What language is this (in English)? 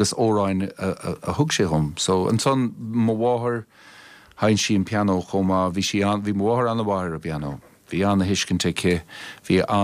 Irish